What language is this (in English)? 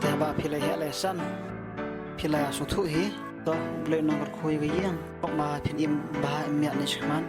Khasi